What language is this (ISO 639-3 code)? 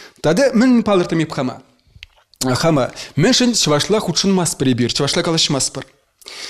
chv